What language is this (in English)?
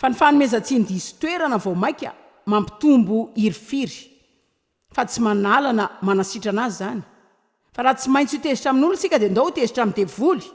Malagasy